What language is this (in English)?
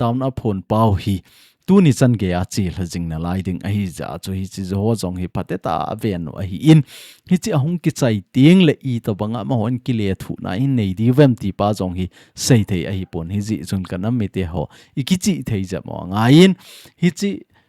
Thado Chin